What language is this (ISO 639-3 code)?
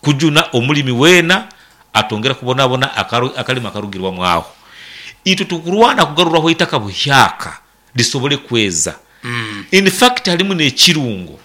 nyn